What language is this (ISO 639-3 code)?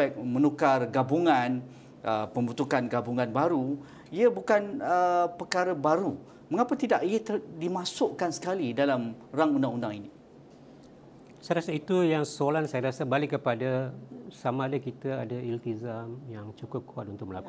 msa